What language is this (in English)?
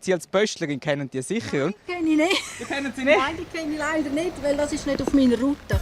Romansh